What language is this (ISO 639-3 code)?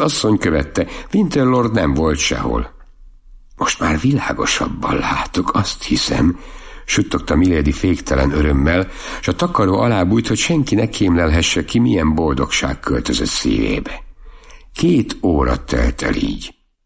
hun